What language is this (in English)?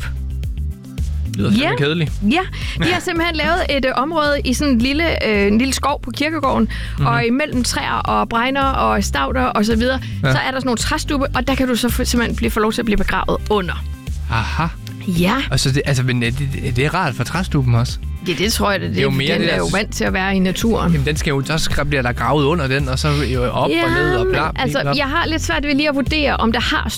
Danish